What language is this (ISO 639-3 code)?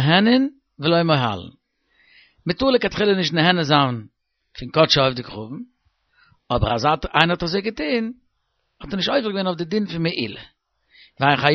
yid